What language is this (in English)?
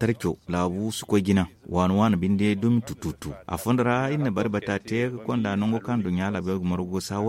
Zarma